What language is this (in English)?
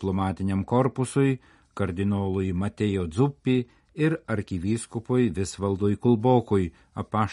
Lithuanian